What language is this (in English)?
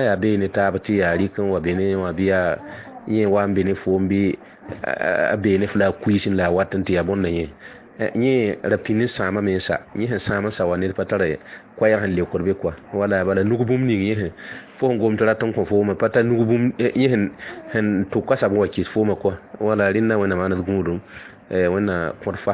Mossi